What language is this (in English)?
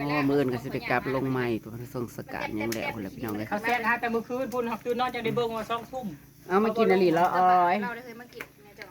Northeastern Thai